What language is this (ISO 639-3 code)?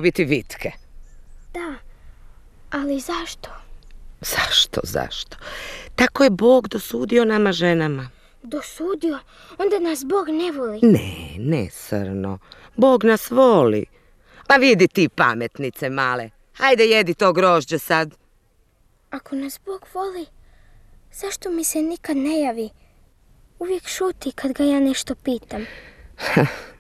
srp